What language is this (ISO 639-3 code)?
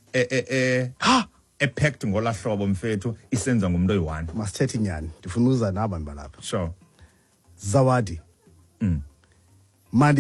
xho